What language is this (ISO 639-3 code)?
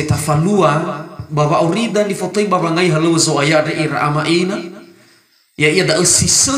nia